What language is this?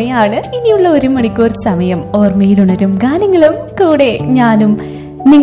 Malayalam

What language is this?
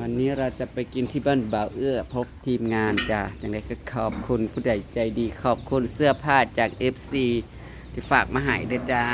Northeastern Thai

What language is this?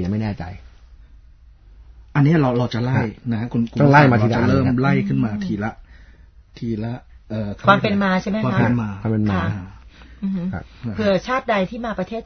Thai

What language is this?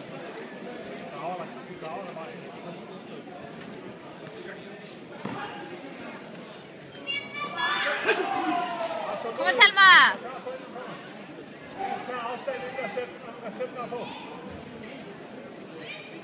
Icelandic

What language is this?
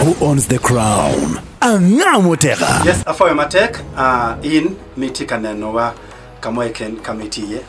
Acoli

